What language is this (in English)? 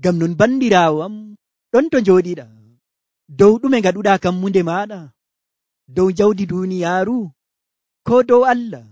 Nigerian Fulfulde